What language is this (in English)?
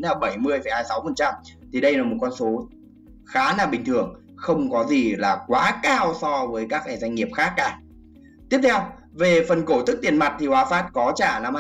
Vietnamese